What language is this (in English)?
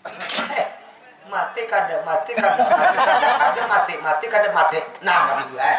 Banjar